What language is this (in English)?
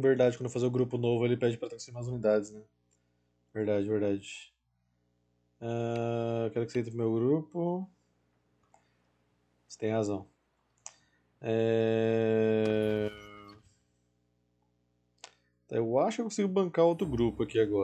Portuguese